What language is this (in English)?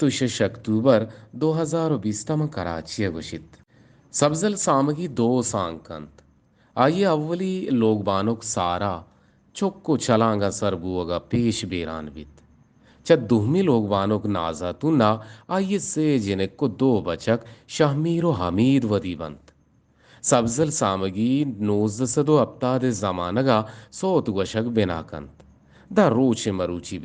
Eastern Balochi